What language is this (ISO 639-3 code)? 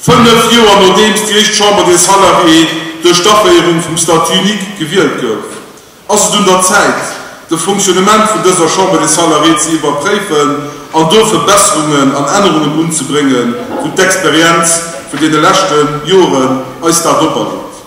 ltz